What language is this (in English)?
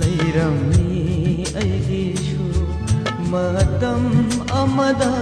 Manipuri